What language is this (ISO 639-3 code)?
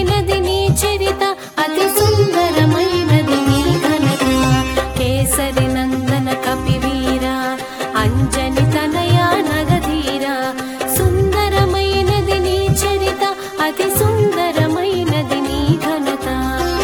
tel